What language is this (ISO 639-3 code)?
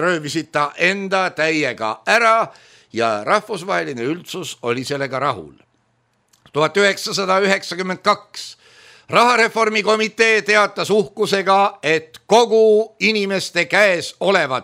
est